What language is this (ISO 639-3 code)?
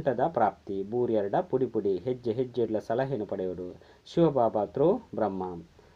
tcy